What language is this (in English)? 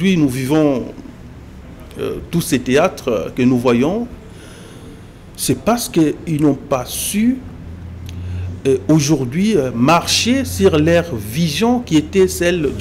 French